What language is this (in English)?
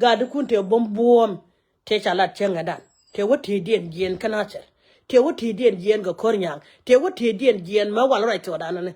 Nuer